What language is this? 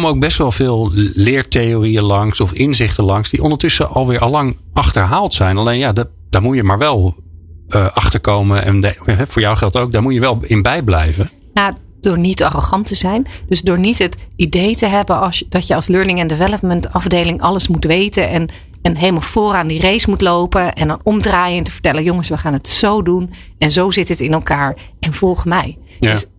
Dutch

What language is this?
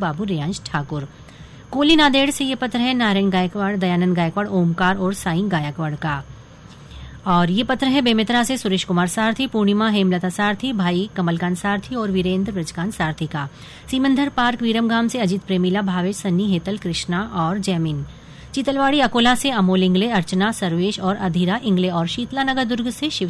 Hindi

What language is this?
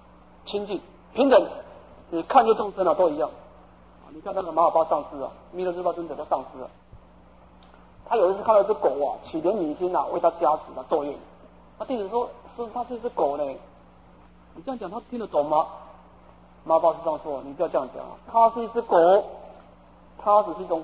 Chinese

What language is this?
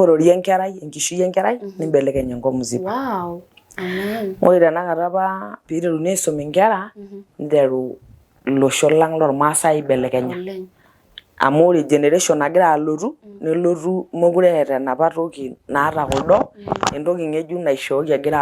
Masai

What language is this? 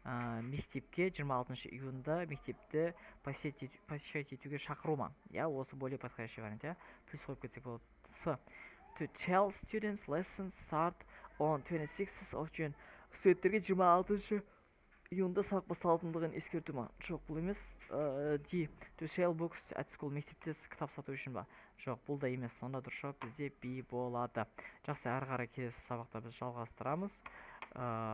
Kazakh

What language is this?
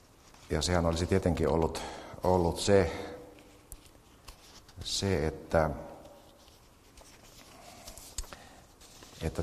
Finnish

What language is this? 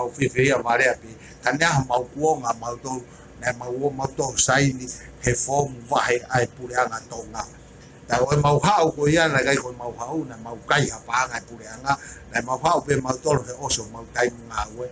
Tongan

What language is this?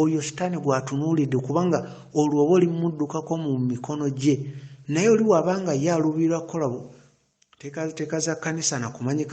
Ganda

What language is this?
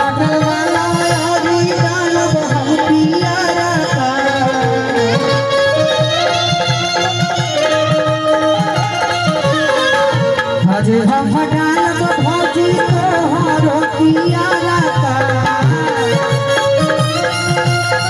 Bhojpuri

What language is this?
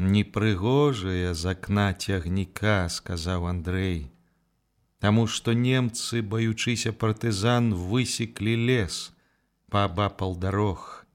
Belarusian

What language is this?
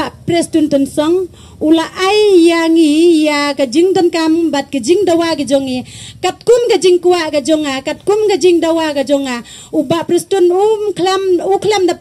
Khasi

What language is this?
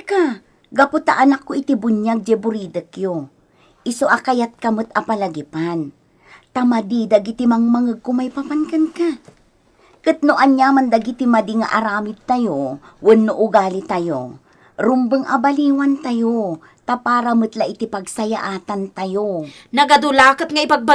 Iloko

